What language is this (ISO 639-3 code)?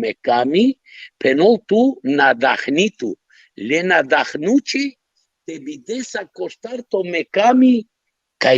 rmn